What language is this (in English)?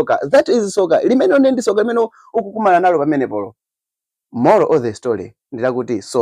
Nyanja